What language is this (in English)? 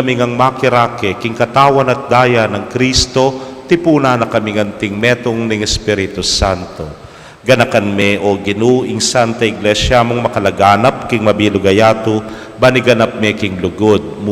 Pampanga